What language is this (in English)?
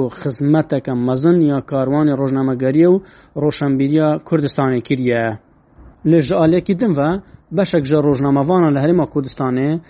Kurdish